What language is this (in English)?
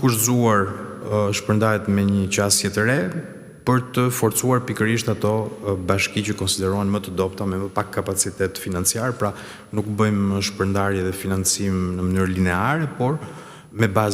Albanian